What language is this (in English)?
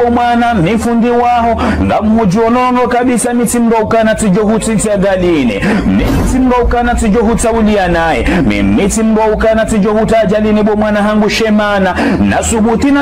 Ngazidja Comorian